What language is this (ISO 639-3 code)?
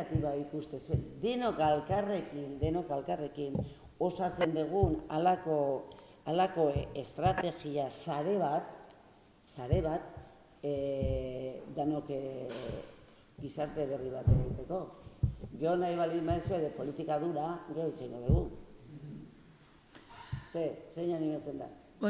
eus